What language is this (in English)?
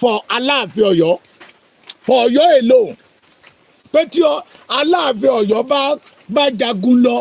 Yoruba